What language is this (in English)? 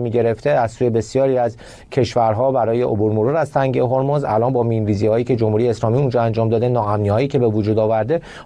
Persian